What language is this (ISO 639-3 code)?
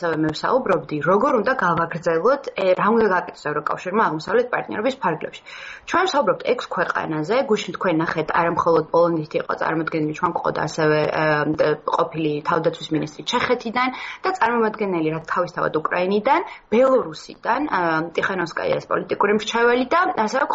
kat